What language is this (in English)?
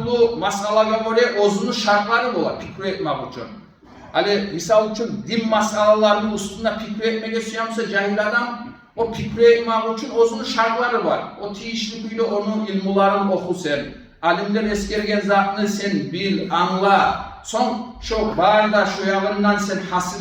Kumyk